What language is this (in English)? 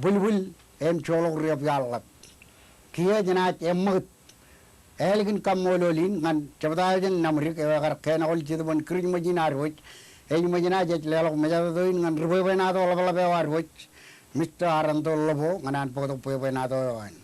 Marshallese